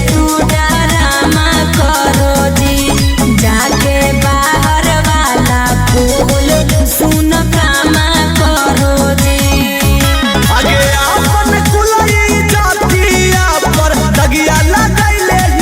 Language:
Magahi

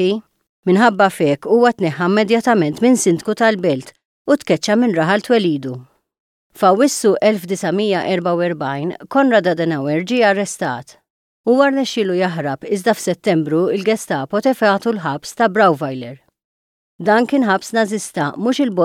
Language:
Maltese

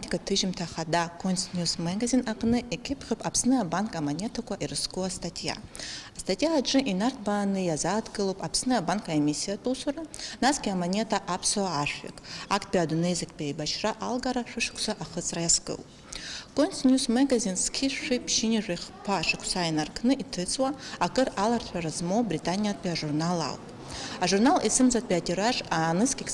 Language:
Abkhazian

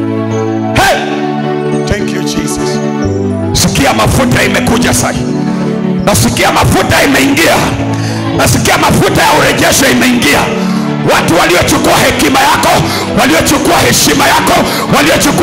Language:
Swahili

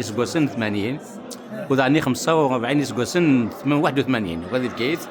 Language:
Kabyle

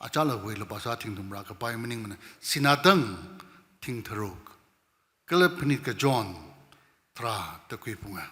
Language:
Tangkhul Naga (India)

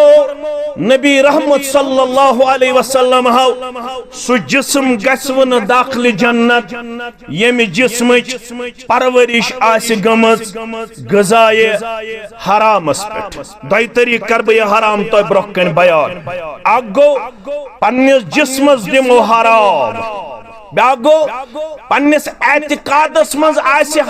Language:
Kashmiri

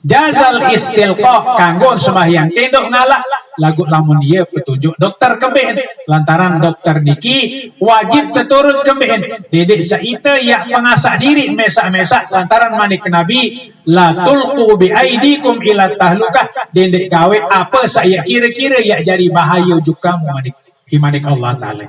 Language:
Sasak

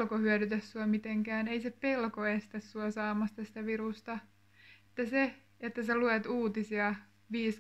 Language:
Finnish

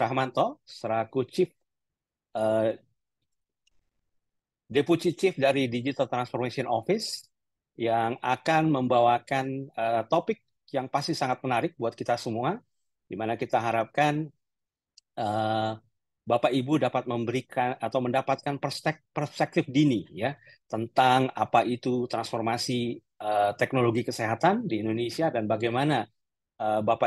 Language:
Indonesian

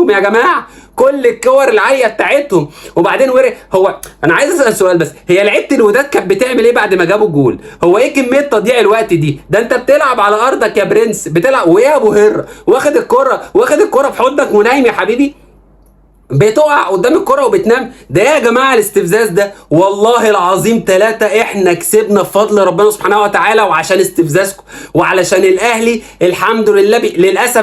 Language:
Egyptian Arabic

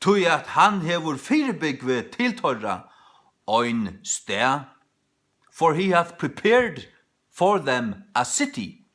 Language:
Faroese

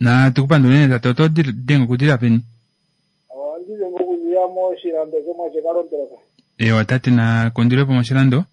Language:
Kuanyama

